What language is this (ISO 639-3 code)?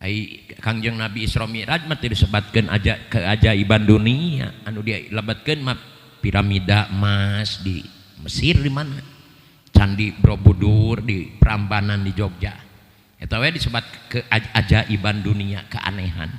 sun